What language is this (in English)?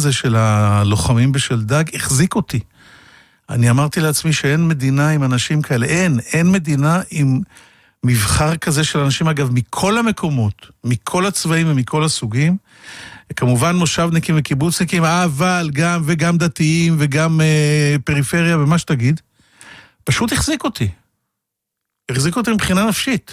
Hebrew